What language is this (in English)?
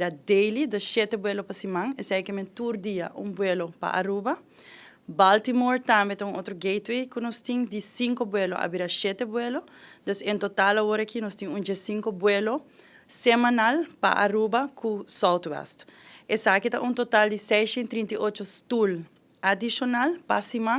Papiamento